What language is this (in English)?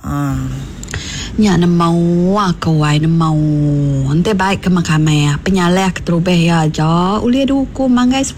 Iban